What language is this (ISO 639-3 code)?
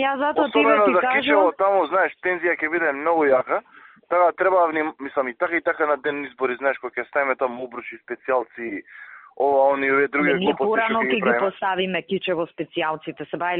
mkd